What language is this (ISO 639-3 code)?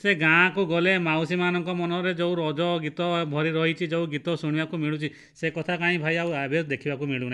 ori